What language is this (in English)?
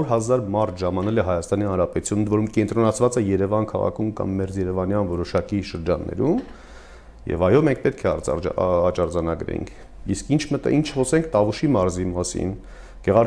Armenian